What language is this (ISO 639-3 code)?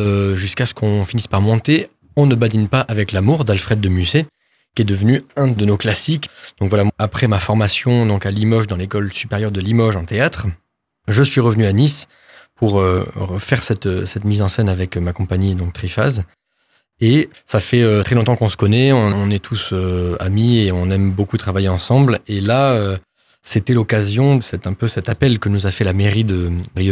fra